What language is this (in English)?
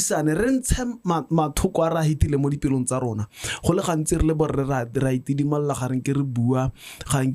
Tswana